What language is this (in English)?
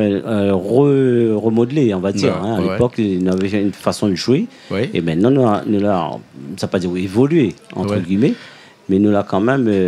Réunion Creole French